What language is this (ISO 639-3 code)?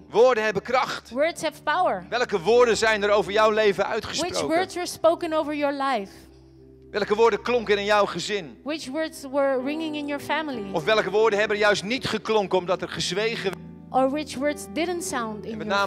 nld